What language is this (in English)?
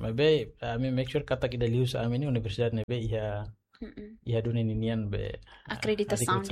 Tetum